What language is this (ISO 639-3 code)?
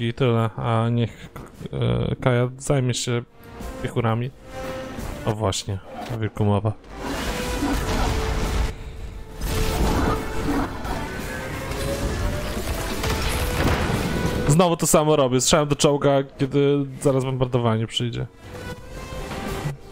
pol